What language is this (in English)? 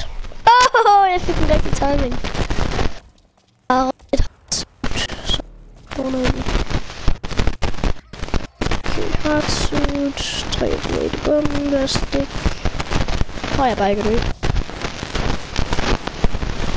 Danish